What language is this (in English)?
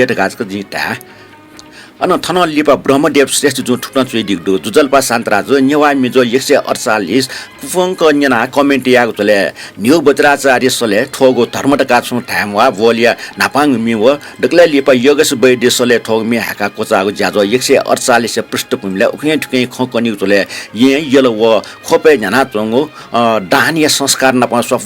Newari